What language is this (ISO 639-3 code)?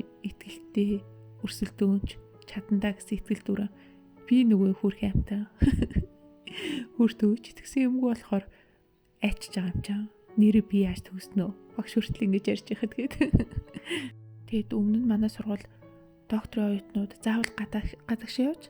mon